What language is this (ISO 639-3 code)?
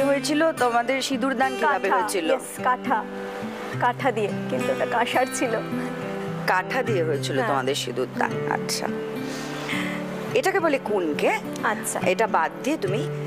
ben